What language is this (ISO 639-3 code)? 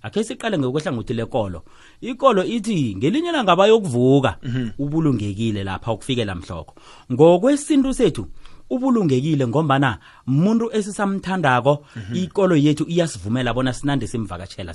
nbl